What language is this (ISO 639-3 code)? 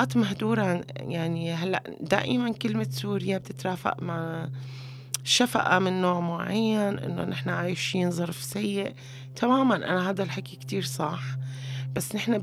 apc